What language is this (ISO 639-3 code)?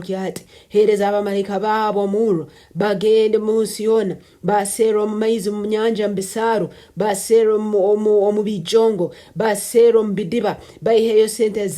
nyo